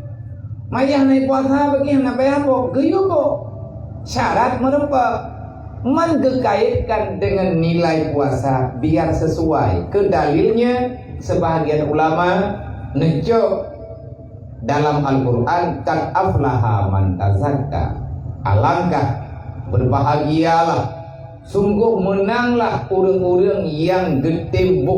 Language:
Achinese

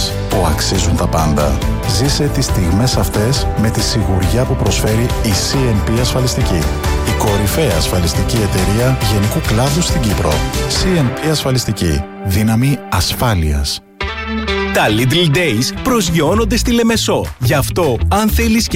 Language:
Greek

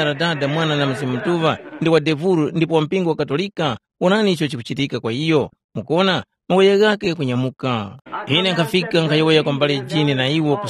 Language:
Tumbuka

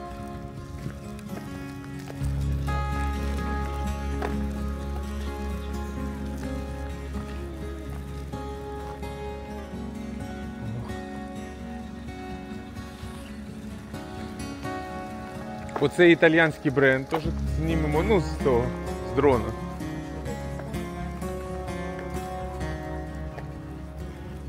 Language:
Ukrainian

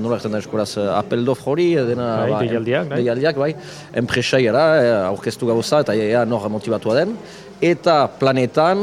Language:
Basque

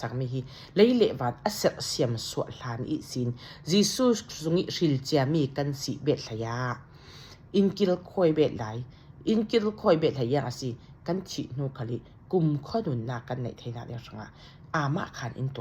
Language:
Falam Chin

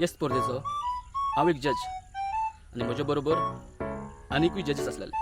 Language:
Konkani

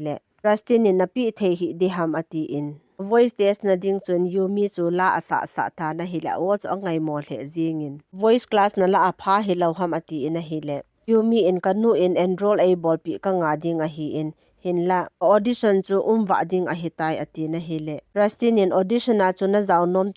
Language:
Thado Chin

